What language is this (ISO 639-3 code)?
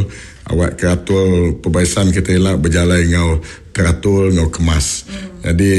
iba